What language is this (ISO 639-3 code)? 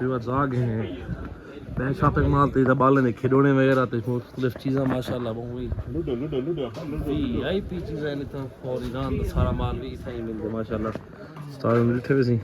skr